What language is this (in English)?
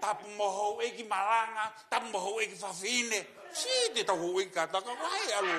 Tongan